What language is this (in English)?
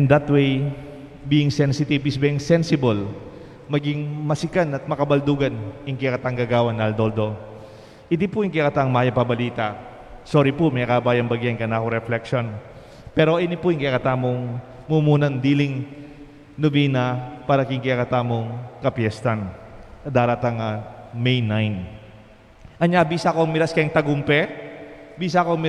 Pampanga